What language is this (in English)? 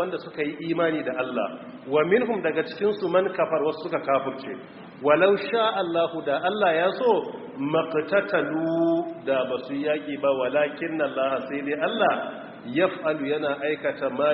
Hausa